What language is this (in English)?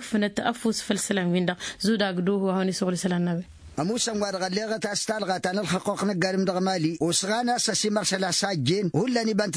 Tamasheq